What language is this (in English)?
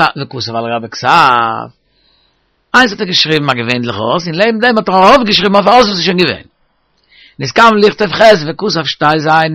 Yiddish